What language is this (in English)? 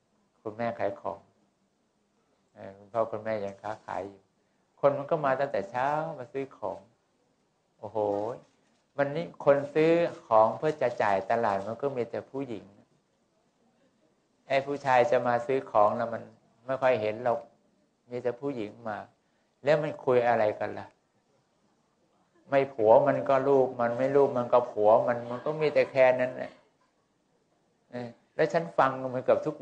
Thai